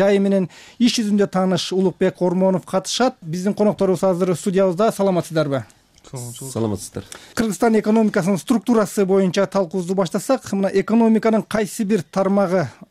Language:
Kyrgyz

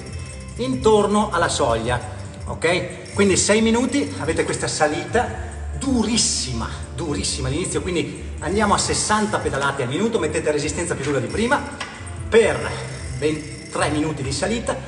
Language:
Italian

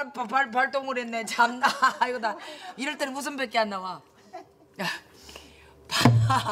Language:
Korean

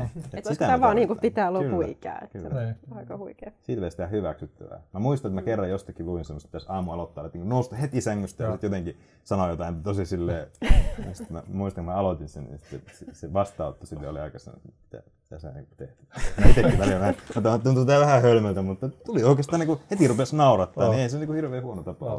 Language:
Finnish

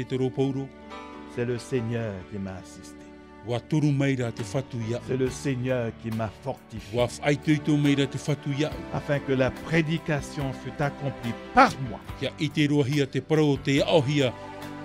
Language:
Tahitian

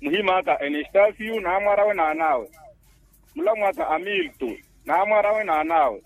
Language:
Makhuwa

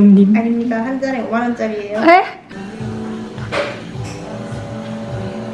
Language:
Korean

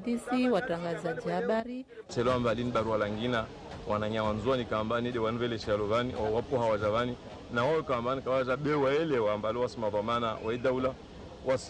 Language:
Ngazidja Comorian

